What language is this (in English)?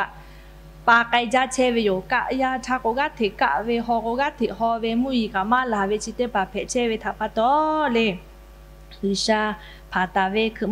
Lahu